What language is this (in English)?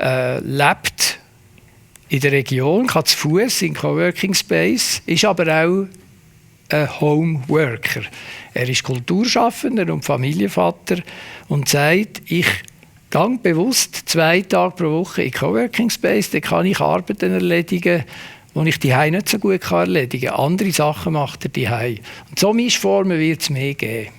Swiss German